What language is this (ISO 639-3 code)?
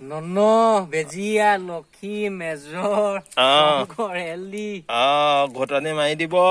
asm